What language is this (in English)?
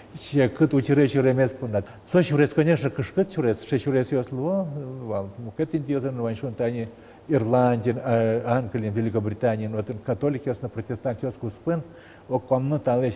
Udmurt